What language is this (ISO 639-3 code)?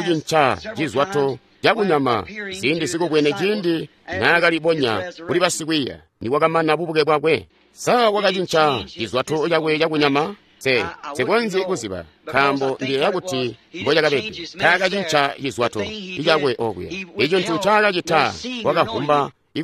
toi